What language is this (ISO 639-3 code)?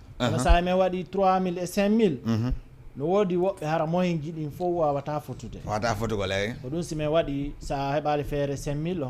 ful